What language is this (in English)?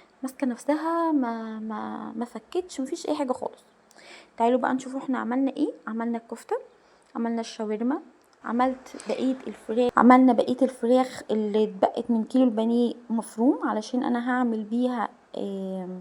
Egyptian Arabic